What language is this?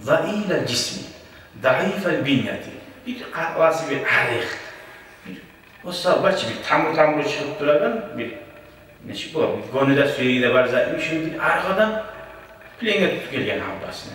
Kumyk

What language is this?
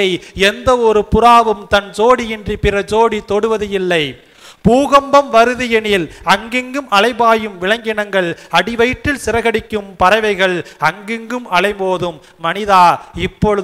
Tamil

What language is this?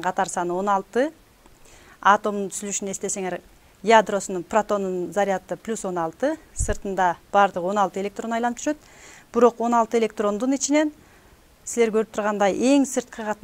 Kyrgyz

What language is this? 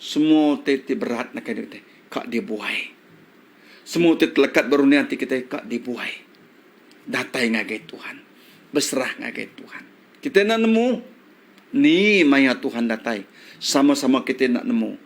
Iban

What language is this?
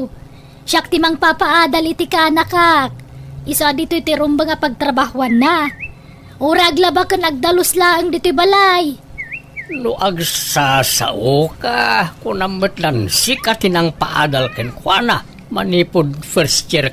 Iloko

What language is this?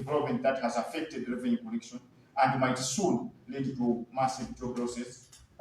Nyanja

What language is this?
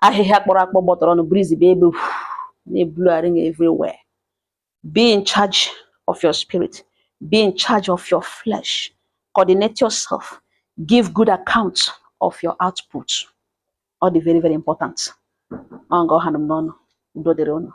Igbo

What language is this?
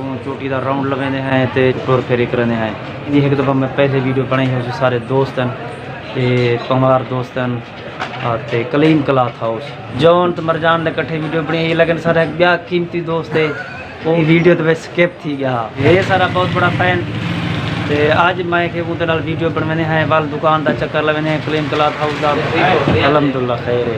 Saraiki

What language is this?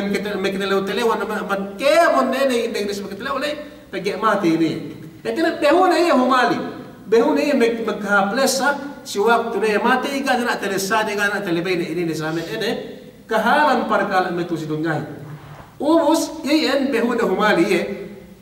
Yakan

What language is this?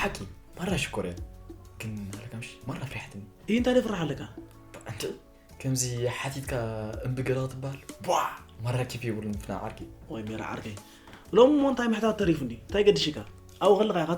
Tigrinya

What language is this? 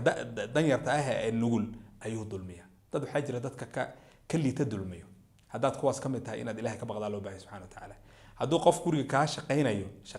Somali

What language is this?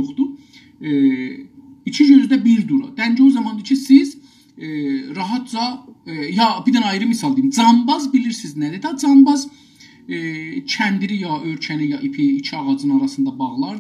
South Azerbaijani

